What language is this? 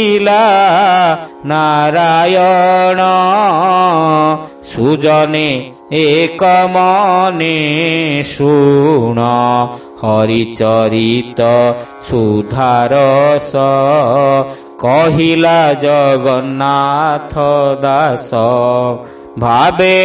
Odia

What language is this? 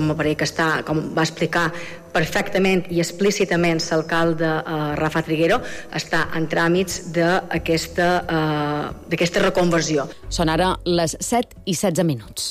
Catalan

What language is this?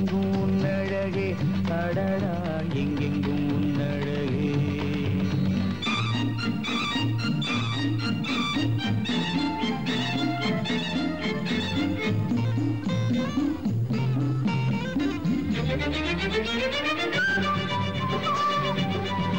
Tamil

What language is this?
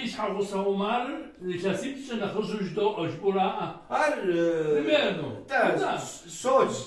Kabardian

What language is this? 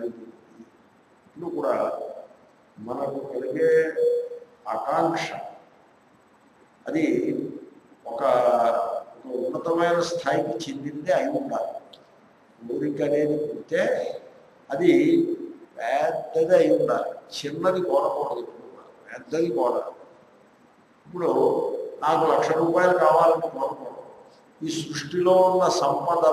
Telugu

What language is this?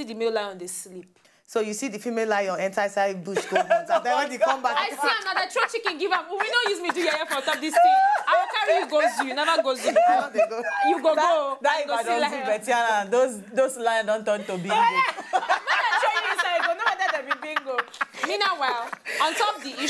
Nigerian Pidgin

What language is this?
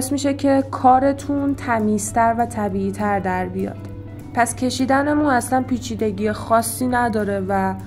Persian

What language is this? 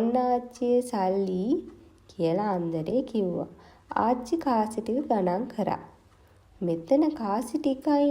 Sinhala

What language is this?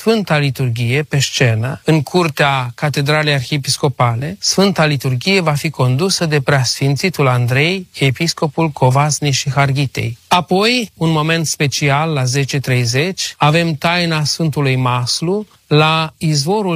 Romanian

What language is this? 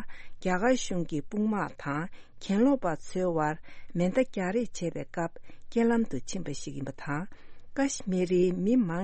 Tibetan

